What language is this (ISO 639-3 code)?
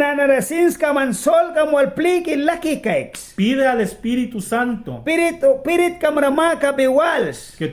miq